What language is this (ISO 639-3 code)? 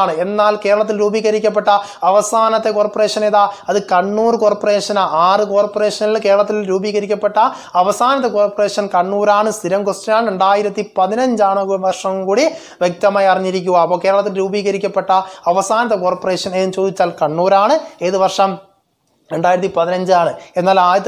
mal